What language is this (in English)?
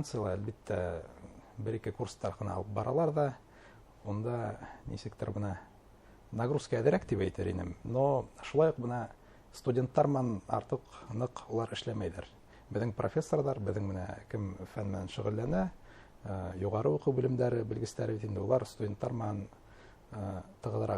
Bashkir